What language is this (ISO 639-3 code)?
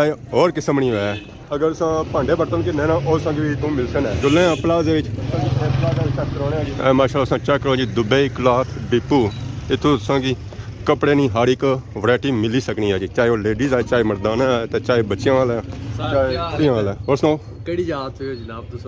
phr